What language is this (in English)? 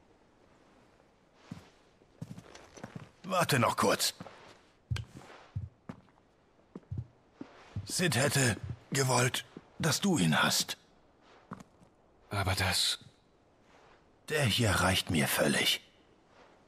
German